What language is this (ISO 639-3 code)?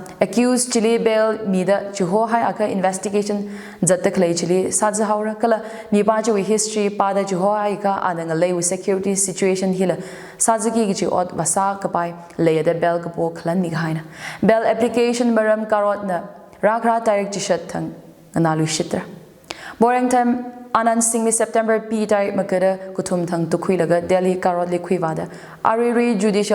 nmf